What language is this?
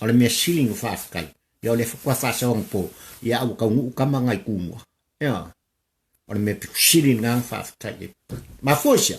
Samoan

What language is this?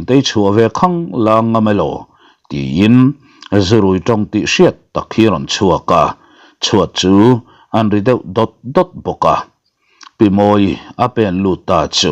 Mizo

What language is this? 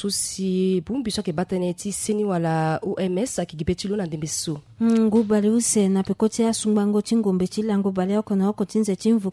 Sango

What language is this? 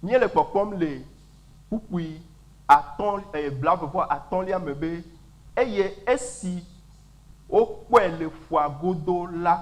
Ewe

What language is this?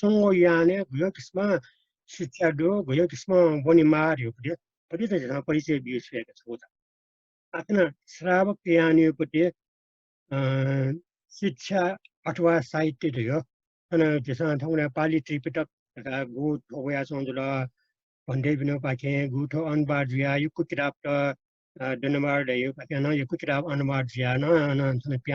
Newari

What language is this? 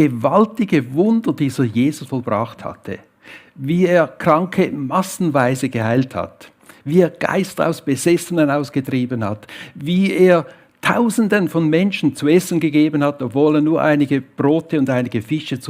Swiss German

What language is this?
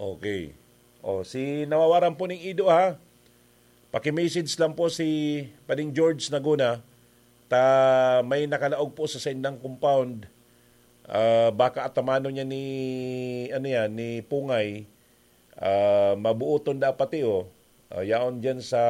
Bikol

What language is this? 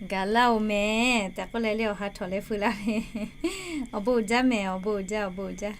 Lahu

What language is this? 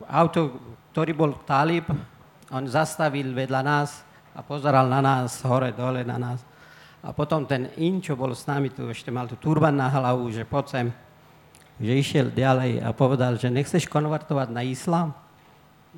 Slovak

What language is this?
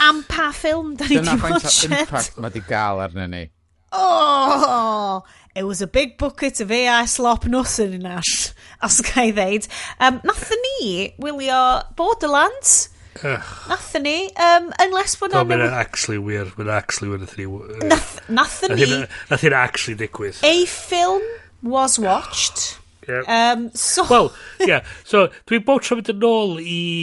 Welsh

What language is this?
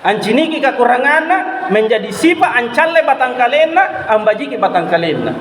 Makasar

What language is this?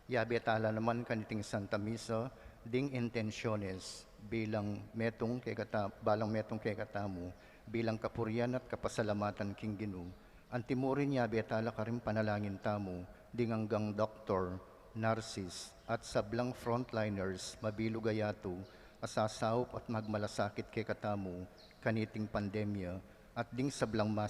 Pampanga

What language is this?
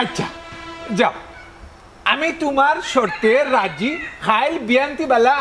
Sylheti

